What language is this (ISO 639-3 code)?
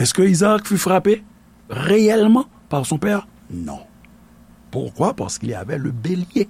hat